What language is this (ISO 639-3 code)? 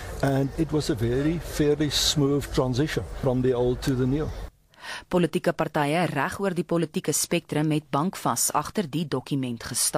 afr